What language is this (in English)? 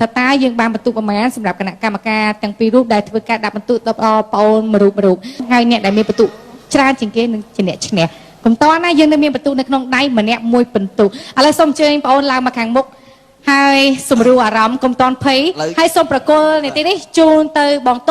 Khmer